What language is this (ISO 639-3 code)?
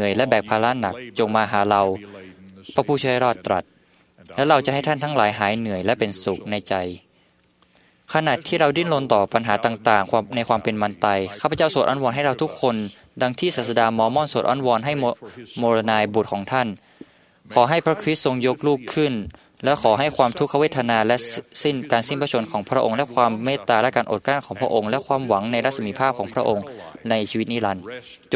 tha